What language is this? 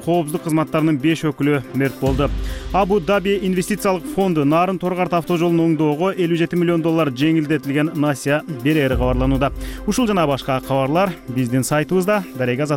Kyrgyz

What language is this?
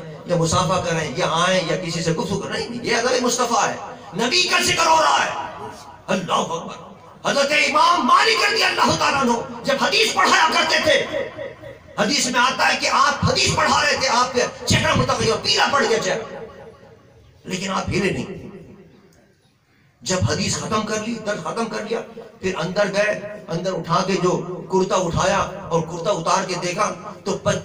Urdu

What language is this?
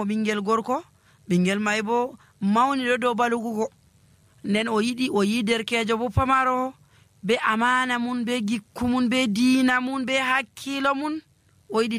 Nigerian Fulfulde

